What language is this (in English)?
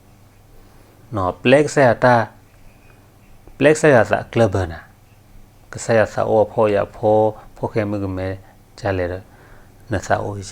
S'gaw Karen